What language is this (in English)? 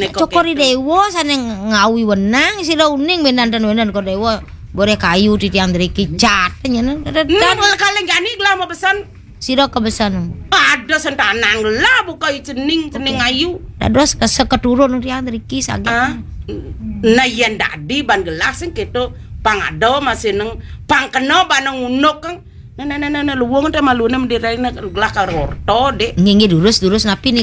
Balinese